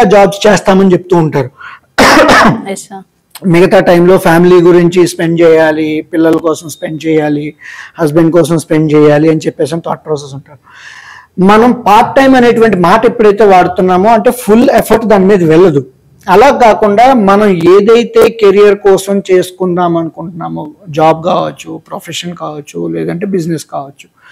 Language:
Telugu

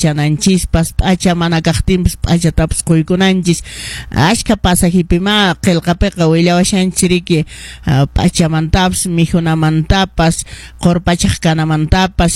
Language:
Quechua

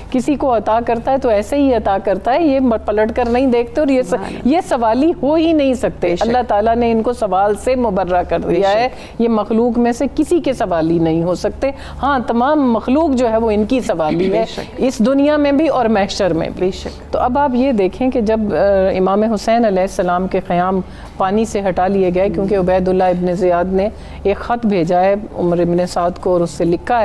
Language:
Urdu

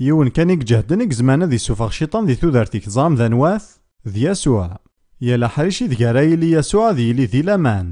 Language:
Kabyle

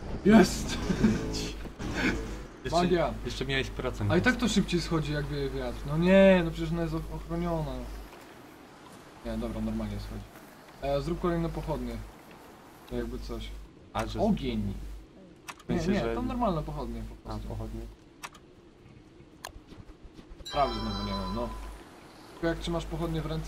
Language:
Polish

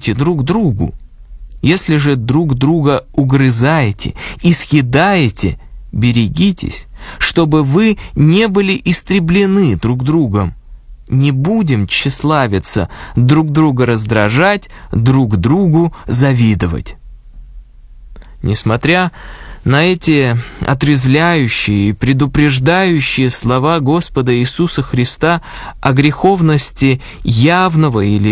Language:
Russian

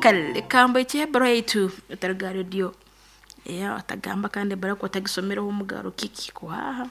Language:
Nyankole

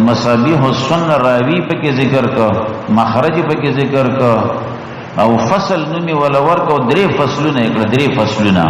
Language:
Pashto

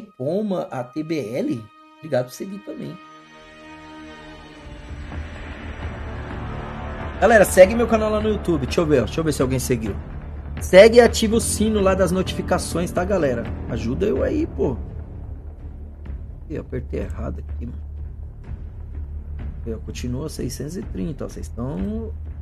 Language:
Portuguese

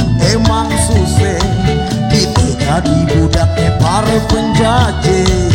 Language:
Betawi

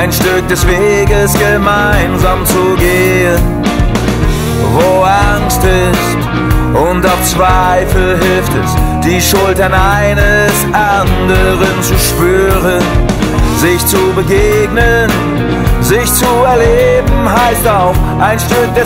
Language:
German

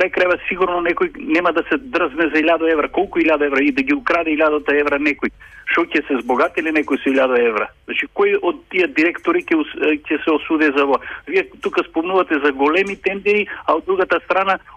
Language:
Macedonian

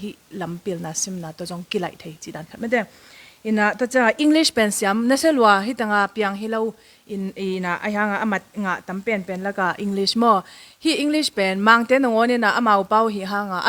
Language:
Tedim Chin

